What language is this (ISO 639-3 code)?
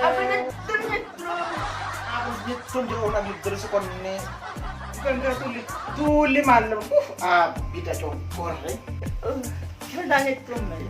mad